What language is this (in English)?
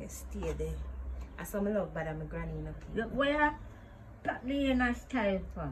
Jamaican Creole English